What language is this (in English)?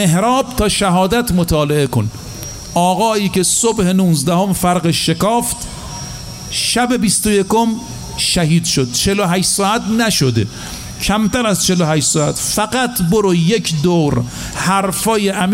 Persian